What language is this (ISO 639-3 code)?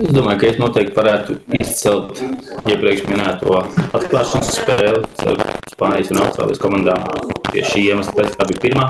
lav